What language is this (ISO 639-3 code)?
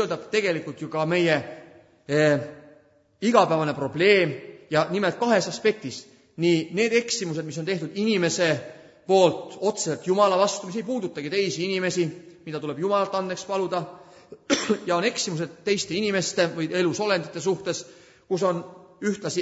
est